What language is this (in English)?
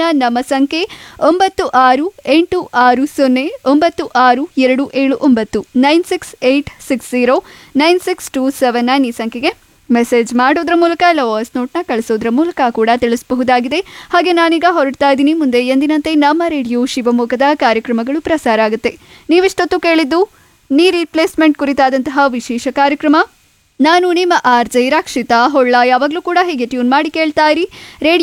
Kannada